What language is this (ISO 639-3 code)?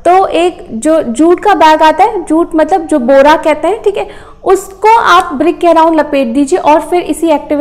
hin